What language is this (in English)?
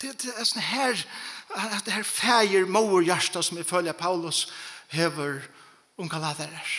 Faroese